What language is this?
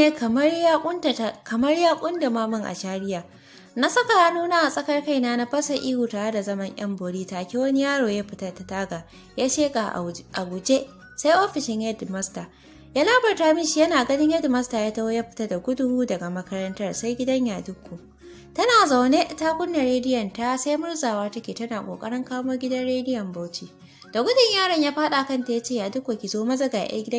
Hausa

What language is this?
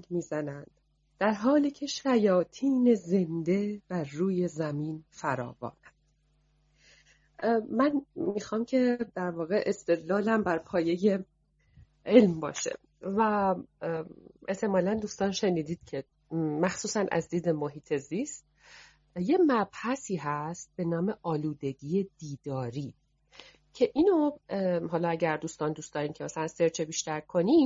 Persian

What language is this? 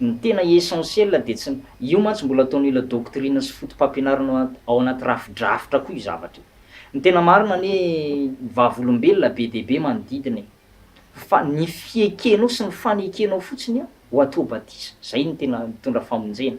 Malagasy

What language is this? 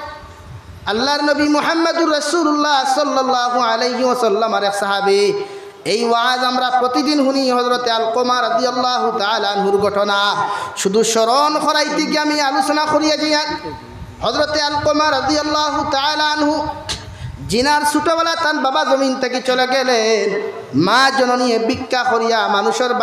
Sylheti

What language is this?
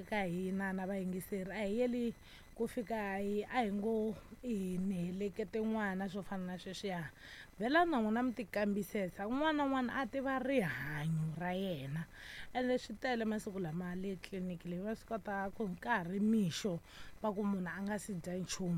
Tsonga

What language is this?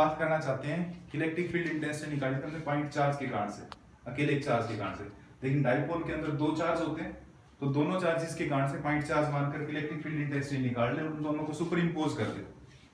Hindi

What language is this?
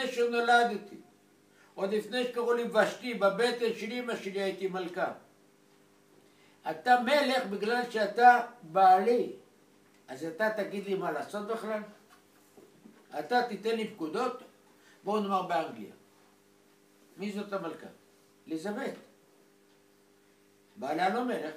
Hebrew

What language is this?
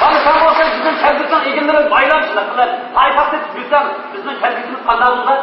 Uyghur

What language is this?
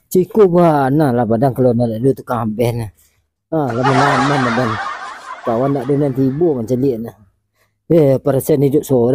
Minangkabau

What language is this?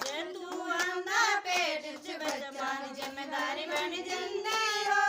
Dogri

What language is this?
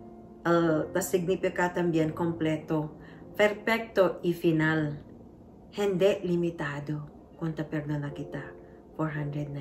Chavacano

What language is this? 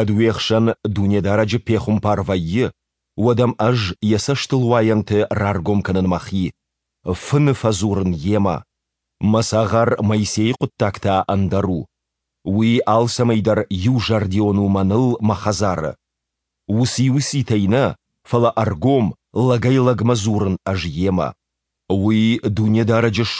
Ossetic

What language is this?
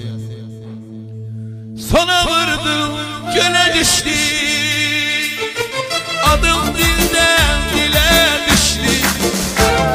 Turkish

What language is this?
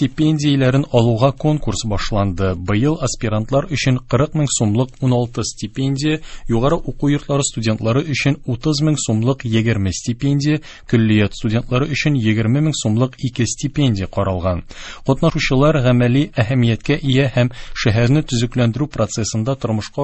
Tatar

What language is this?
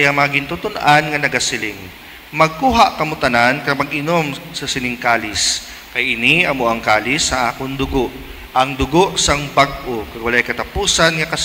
Hiligaynon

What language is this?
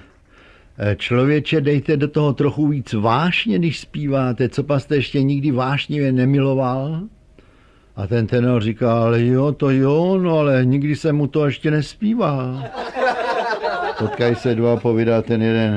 Czech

